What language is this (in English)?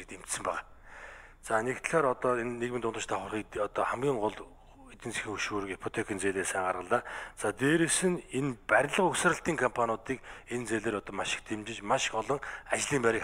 Mongolian